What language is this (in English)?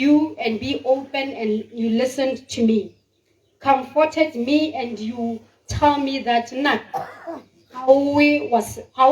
Tswana